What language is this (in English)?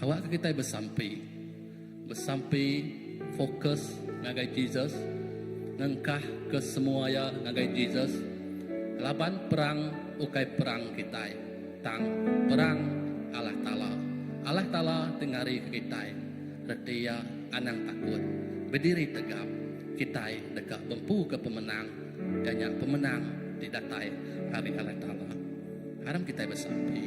Iban